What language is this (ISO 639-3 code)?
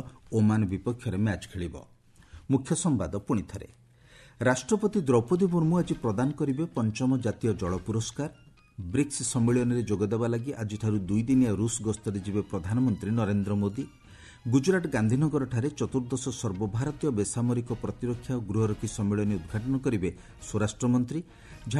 ori